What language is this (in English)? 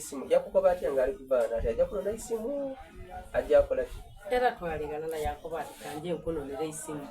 Soga